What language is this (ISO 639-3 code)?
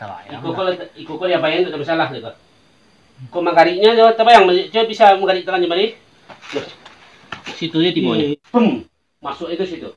min